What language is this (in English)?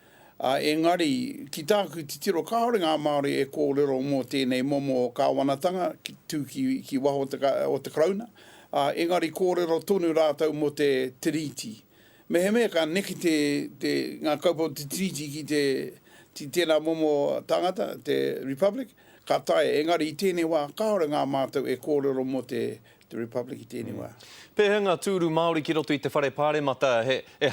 Māori